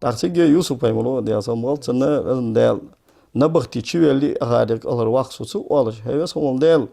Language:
Ingush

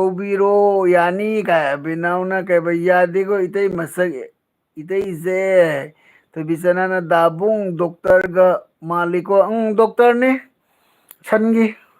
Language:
Manipuri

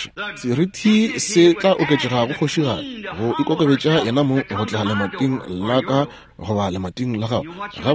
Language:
Northern Sotho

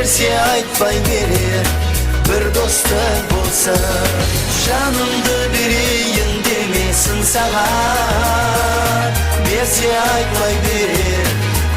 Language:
Kara-Kalpak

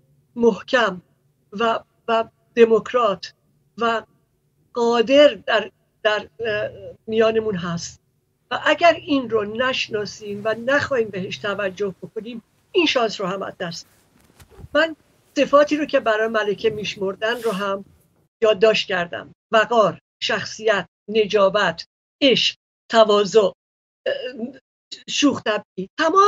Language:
Persian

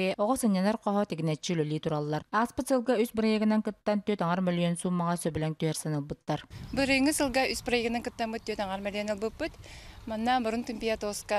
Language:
Yakut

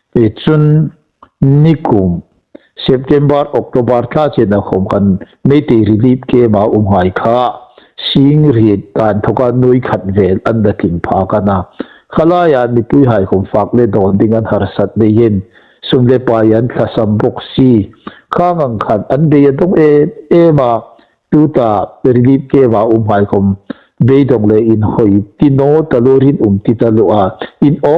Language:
Hmar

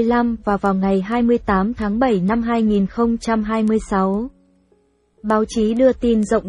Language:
Vietnamese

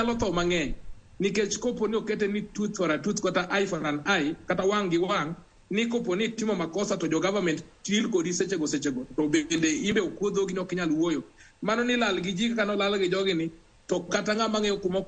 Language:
Luo (Kenya and Tanzania)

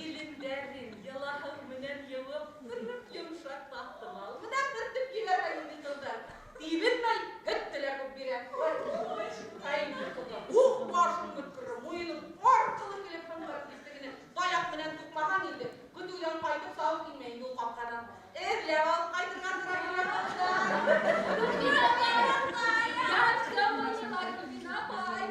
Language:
Bashkir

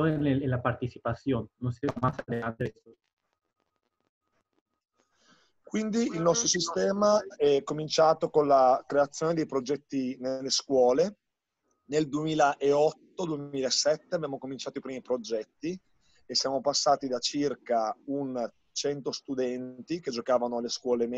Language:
Italian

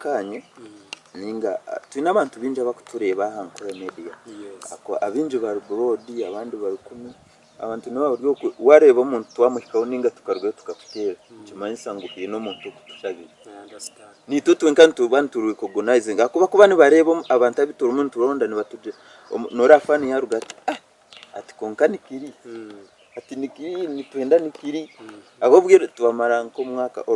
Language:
Nyankole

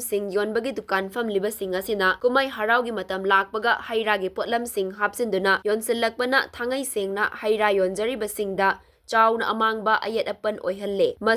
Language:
Manipuri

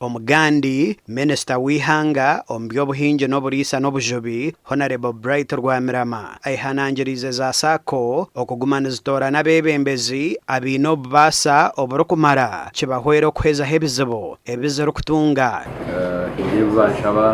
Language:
Nyankole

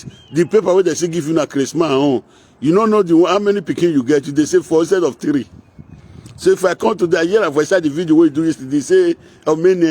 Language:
Nigerian Pidgin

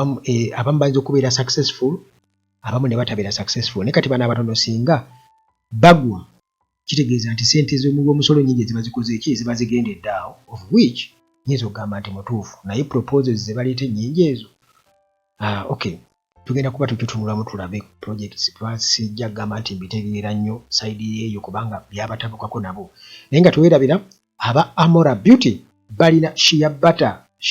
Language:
Ganda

